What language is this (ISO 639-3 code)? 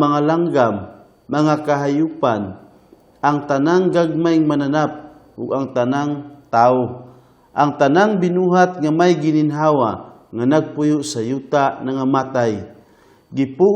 ceb